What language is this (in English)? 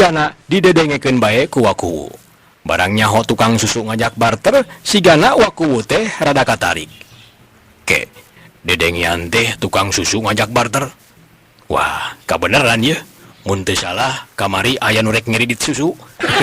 Sundanese